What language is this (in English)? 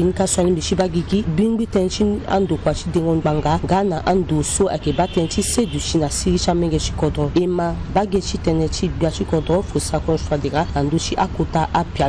Sango